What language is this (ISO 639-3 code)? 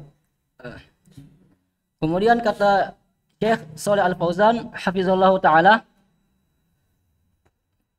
ind